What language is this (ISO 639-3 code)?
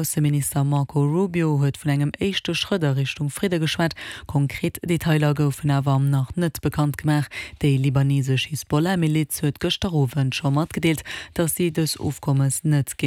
ltz